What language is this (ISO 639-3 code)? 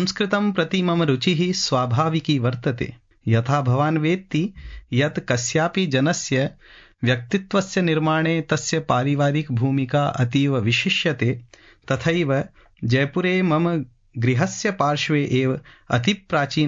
san